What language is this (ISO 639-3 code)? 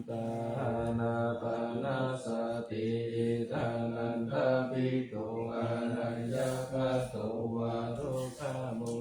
pli